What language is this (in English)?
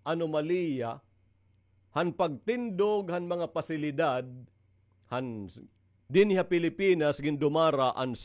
Waray